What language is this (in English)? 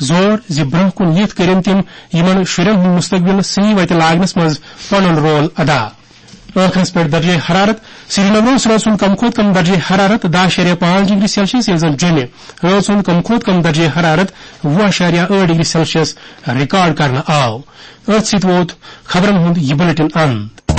Kashmiri